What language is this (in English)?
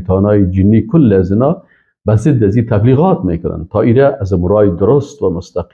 Persian